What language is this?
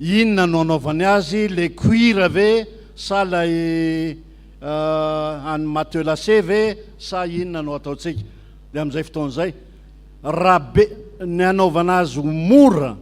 Malagasy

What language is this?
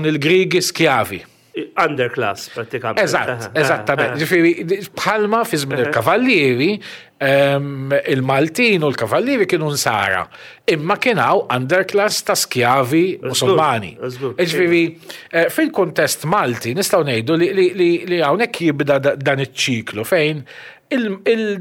Maltese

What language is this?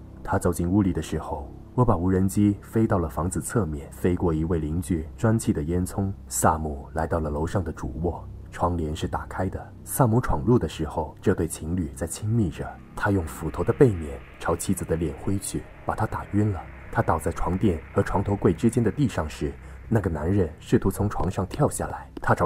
Chinese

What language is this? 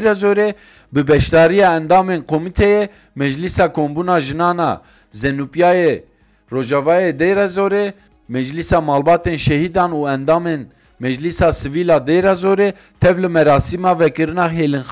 Kurdish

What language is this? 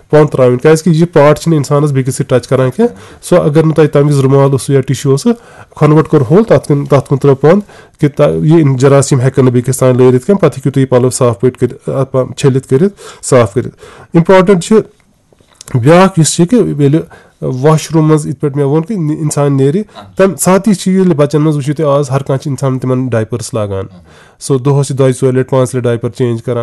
Kashmiri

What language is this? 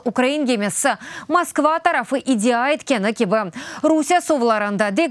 Crimean Tatar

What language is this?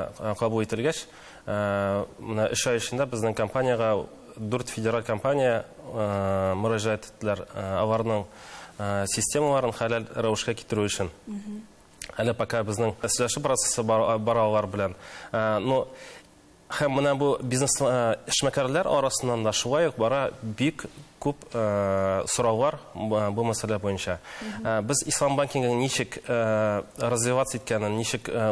Tatar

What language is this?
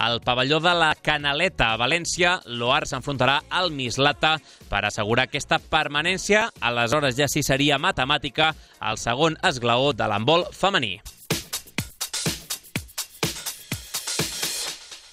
Catalan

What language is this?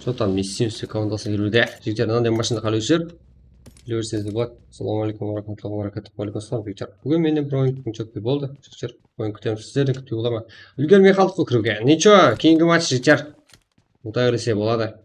Kara-Kalpak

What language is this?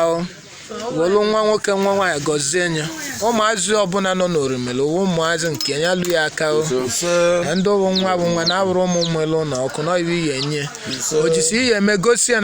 Igbo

